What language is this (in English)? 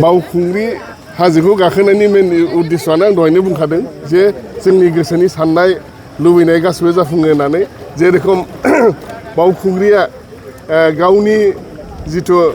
Bodo